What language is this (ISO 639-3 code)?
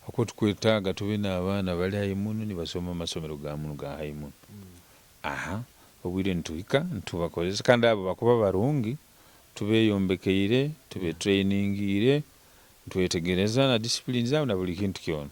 nyo